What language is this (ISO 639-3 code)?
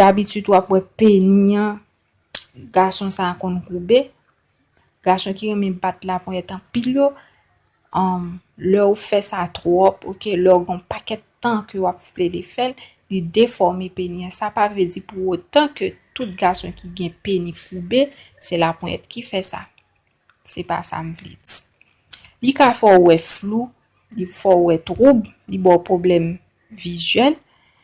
hat